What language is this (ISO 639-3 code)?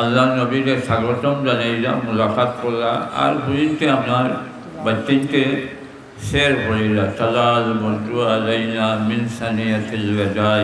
syl